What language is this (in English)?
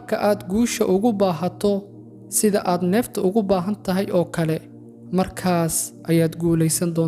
Somali